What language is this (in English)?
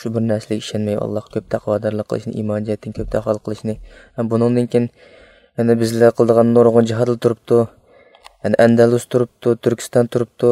Uyghur